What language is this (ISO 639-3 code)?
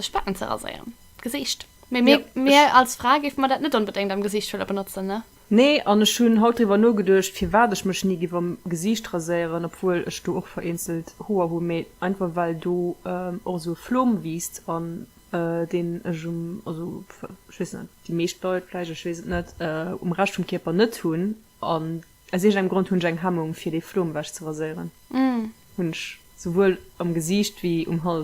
ltz